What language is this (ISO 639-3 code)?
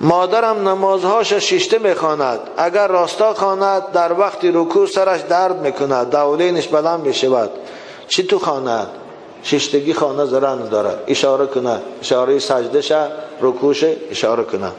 tgk